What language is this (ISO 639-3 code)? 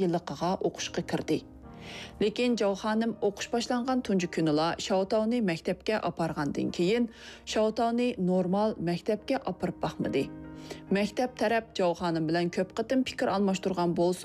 uig